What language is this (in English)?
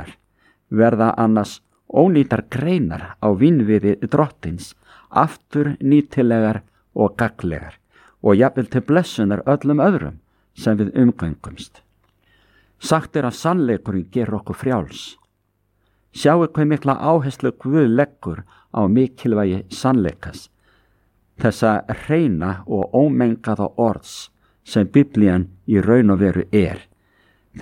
Icelandic